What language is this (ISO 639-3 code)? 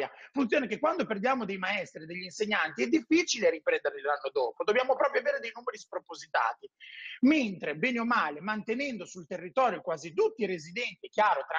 ita